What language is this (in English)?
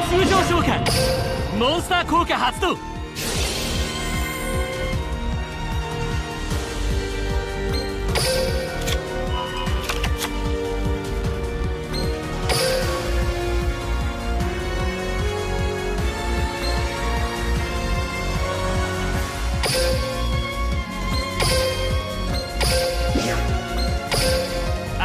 Japanese